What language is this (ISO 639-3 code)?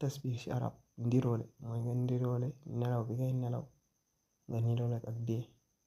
wol